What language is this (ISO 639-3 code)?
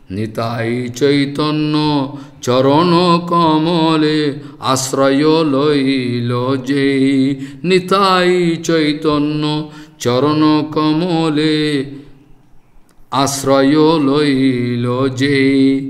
ben